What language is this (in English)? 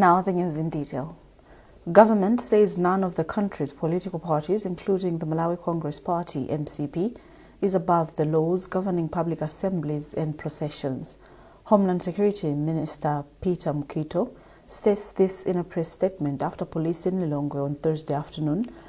English